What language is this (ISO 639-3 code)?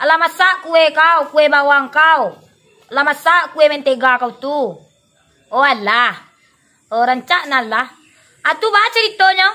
min